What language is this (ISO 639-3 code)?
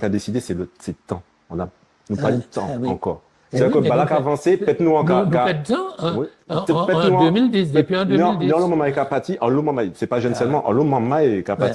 gcf